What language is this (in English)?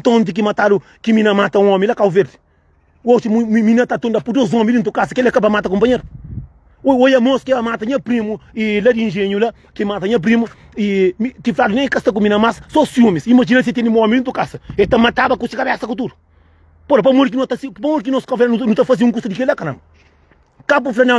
Kabuverdianu